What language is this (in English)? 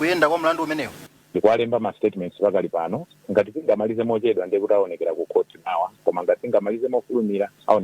Nyanja